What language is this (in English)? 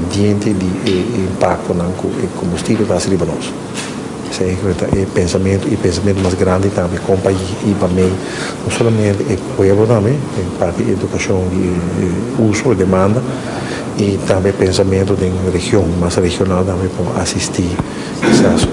Papiamento